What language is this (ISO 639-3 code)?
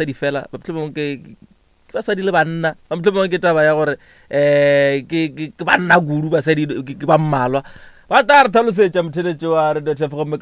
nso